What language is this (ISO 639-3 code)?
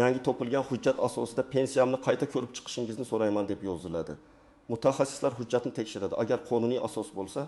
uzb